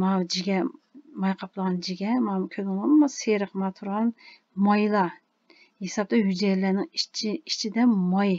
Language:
Uyghur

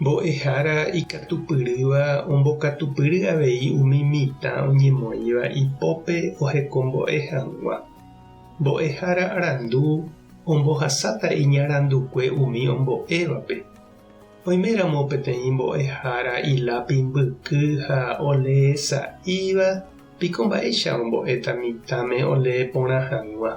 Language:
Guarani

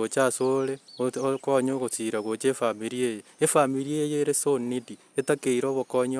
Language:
Gusii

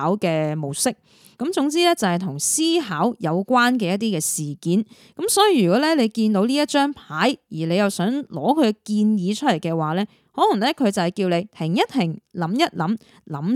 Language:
Cantonese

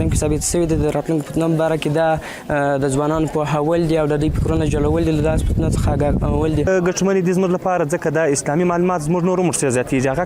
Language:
Pashto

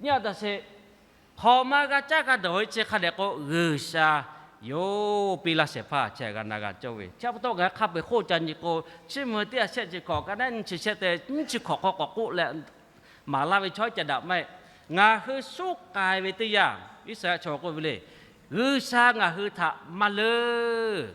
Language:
Lahu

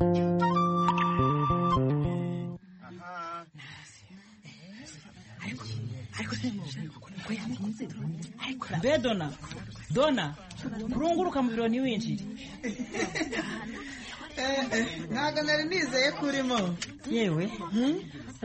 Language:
Kinyarwanda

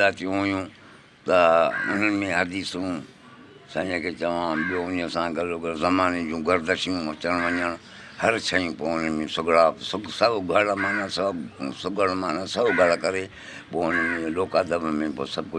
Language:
Sindhi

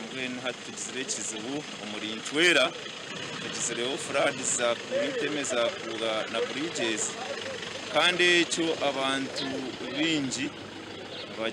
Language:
Nyankole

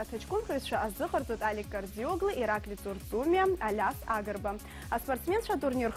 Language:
Abkhazian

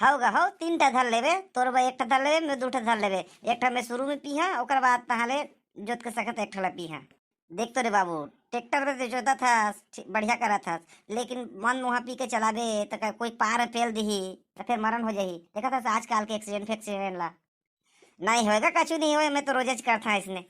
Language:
Chhattisgarhi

